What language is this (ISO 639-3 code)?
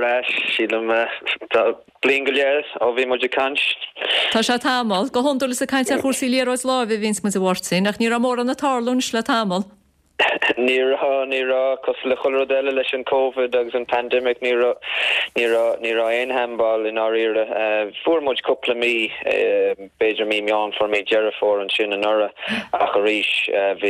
gle